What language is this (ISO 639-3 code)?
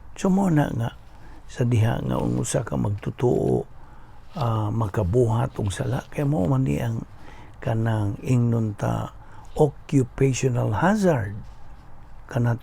ceb